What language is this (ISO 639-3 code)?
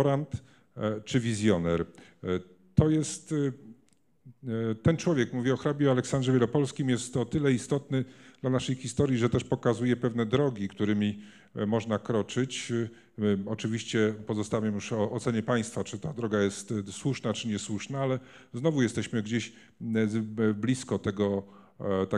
pol